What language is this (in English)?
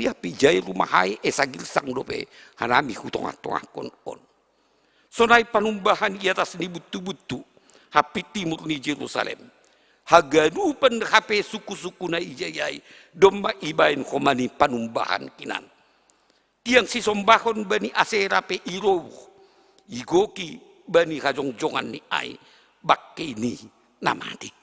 Batak Simalungun